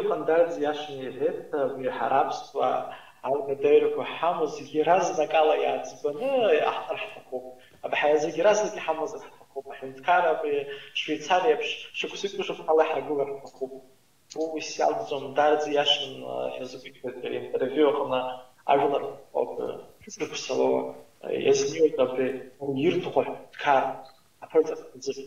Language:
Abkhazian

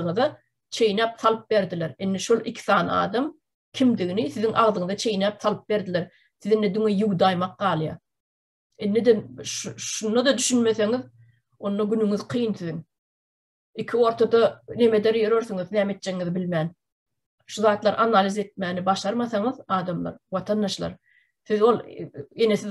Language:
Turkmen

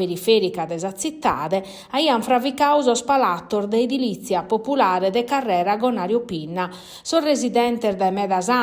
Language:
Sardinian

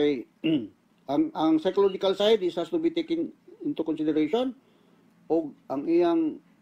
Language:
Cebuano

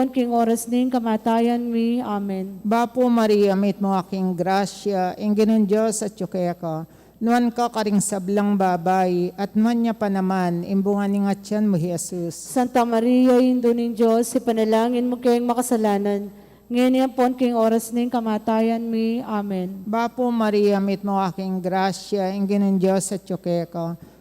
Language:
Pampanga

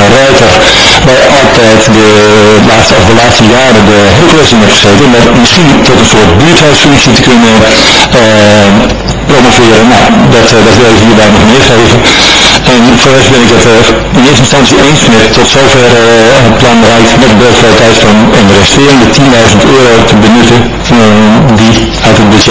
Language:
Dutch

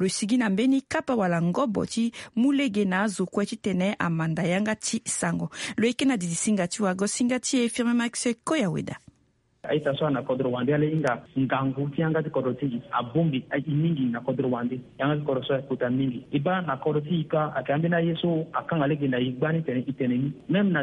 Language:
Sango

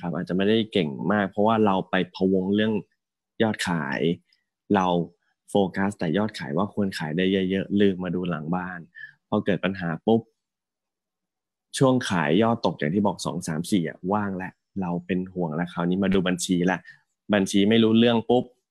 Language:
Thai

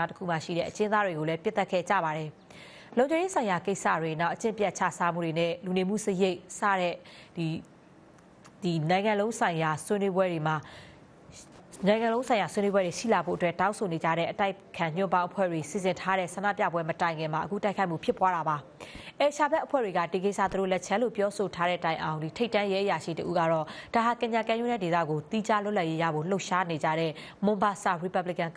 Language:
Burmese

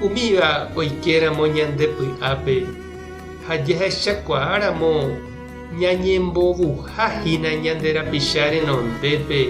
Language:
Guarani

